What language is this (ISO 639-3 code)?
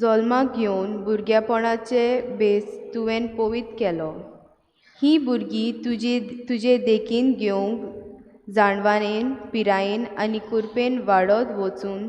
kok